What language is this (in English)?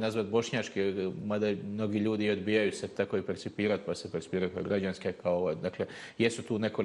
Bosnian